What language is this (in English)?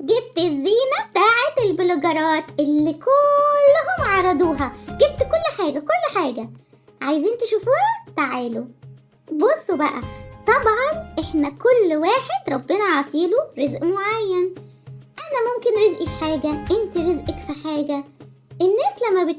Egyptian Arabic